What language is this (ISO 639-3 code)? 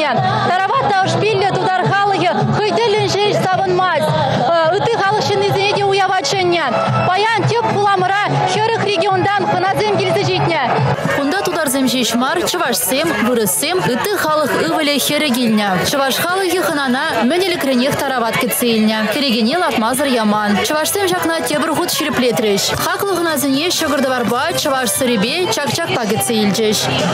chv